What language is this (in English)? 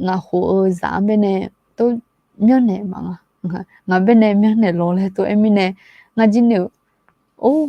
Akha